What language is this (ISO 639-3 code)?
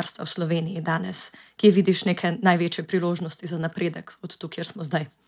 slv